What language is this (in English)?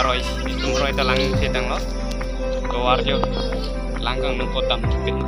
Karbi